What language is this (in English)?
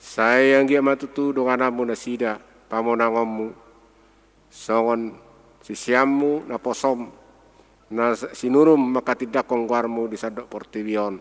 Batak Toba